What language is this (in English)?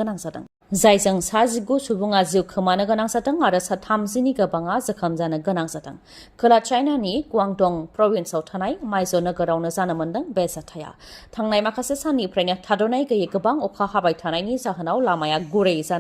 Bodo